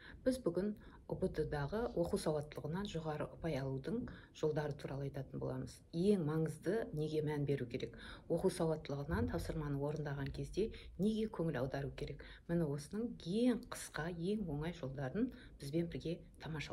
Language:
Kazakh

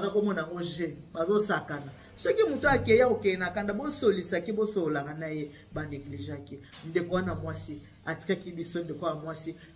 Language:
Lingala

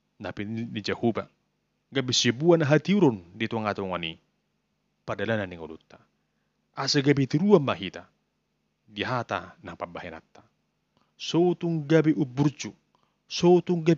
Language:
Batak Toba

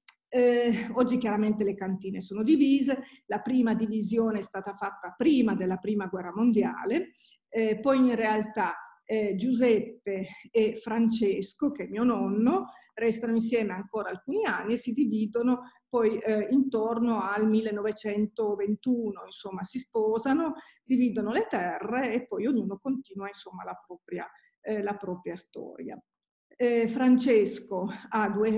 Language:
Italian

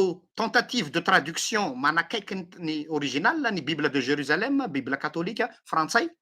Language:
Malagasy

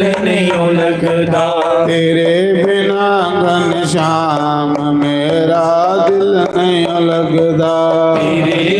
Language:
Dogri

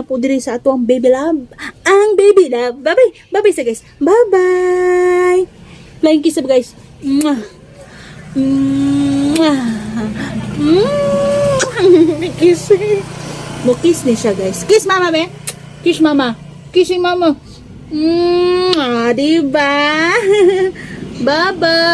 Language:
Cebuano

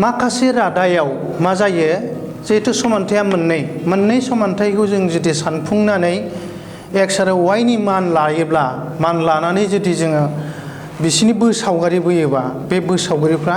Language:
Bodo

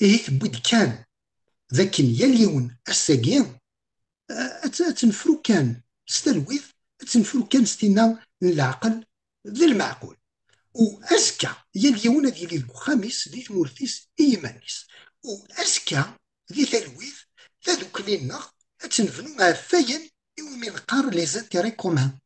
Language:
Kabyle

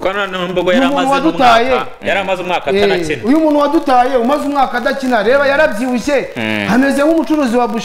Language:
Kinyarwanda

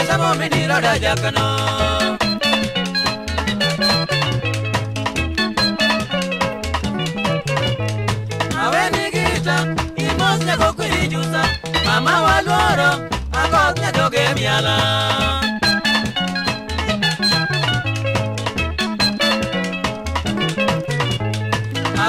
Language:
Luo (Kenya and Tanzania)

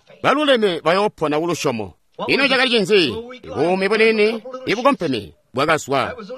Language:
Tonga (Zambia)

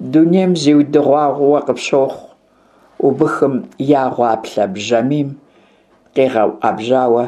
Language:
Kabardian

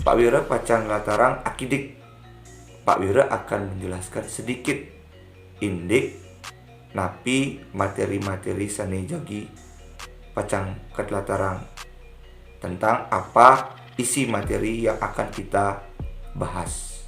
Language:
Balinese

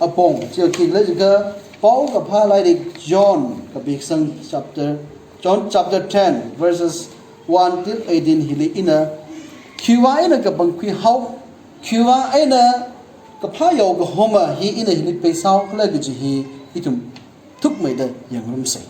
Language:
Tangkhul Naga (India)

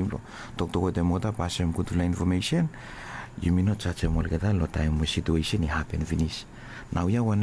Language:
Bislama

